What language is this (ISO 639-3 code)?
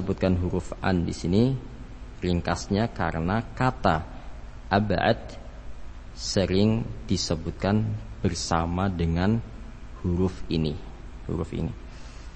ind